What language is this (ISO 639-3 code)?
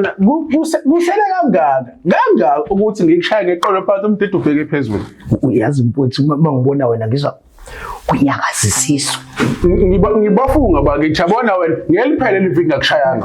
zul